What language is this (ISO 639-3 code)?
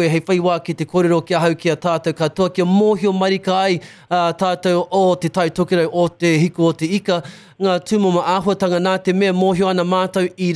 mri